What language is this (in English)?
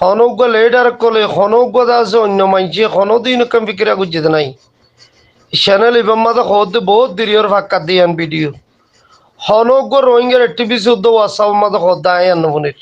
Rohingya